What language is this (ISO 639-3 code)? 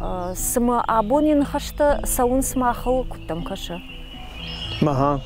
oss